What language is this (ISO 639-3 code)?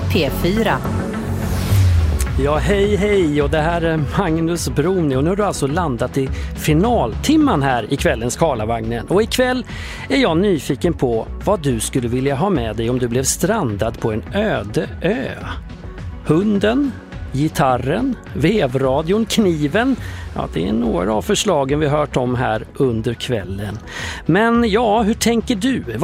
swe